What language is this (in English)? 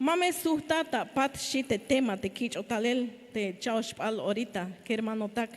Tzeltal